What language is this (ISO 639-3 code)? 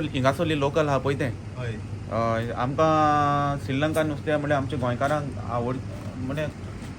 kok